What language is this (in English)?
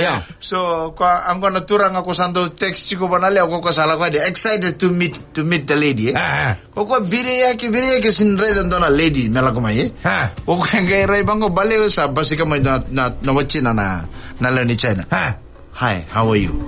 Fijian